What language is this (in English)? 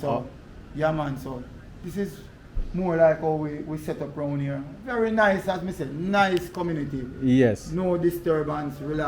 Jamaican Creole English